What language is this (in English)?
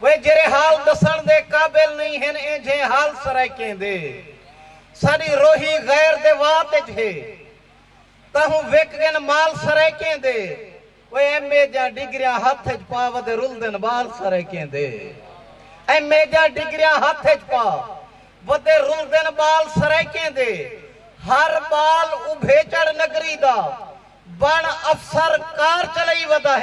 Saraiki